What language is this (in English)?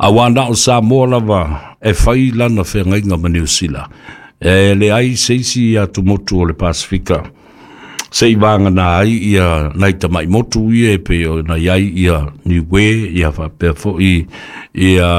Samoan